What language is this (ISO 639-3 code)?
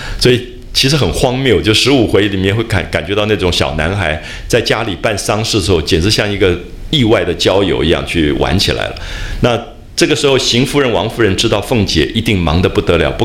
zho